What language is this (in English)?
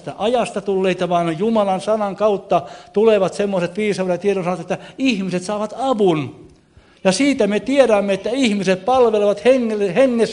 Finnish